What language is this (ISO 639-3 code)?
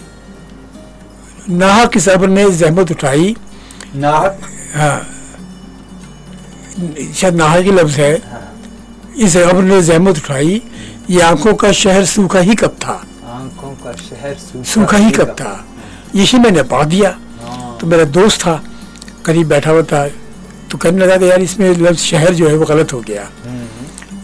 urd